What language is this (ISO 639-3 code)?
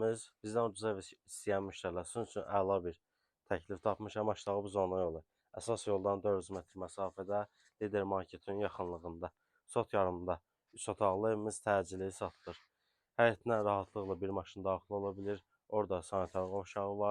aze